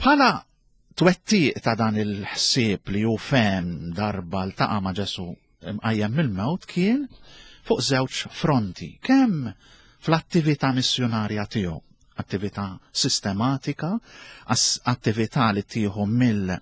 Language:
Maltese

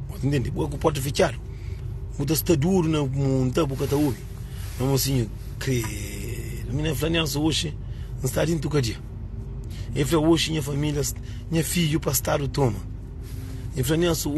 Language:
Kabuverdianu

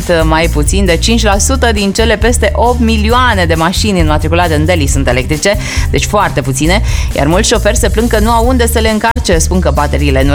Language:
Romanian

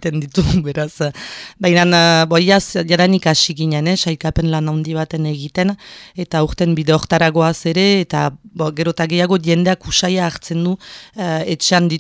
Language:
Basque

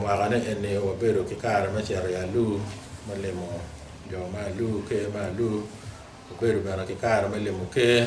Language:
Acoli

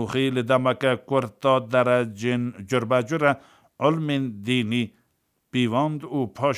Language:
Kurdish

